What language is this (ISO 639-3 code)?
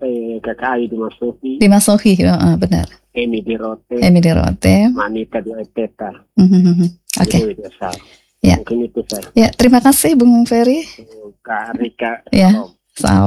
ind